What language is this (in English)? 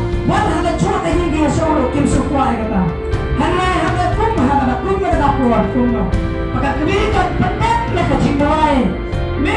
Khasi